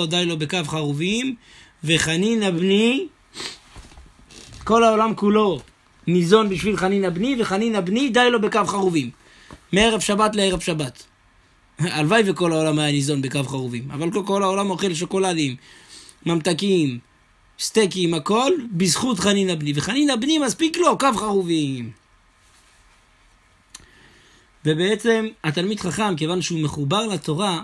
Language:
Hebrew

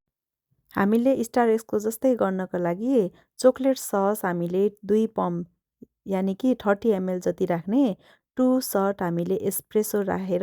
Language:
Nepali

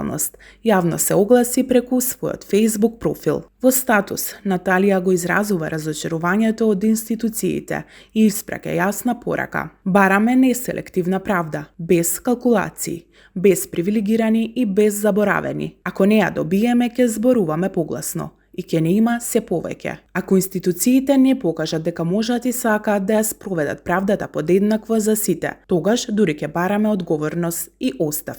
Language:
Macedonian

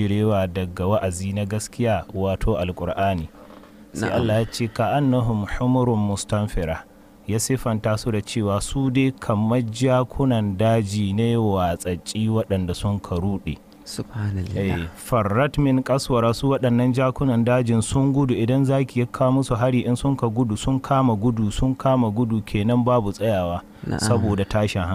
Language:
Hausa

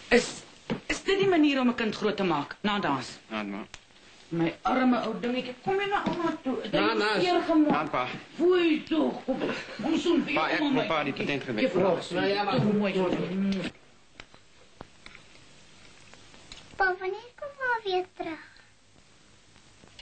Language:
Afrikaans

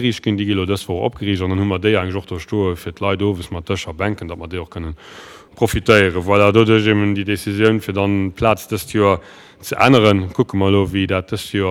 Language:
Luxembourgish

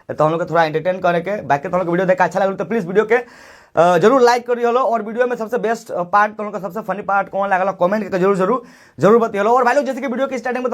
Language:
Bhojpuri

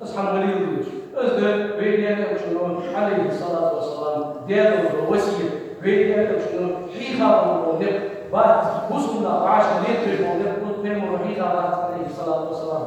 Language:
Ingush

